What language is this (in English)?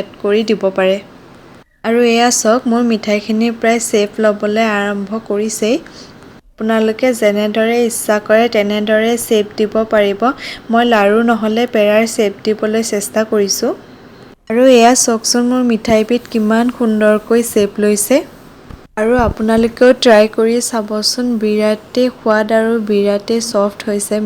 Assamese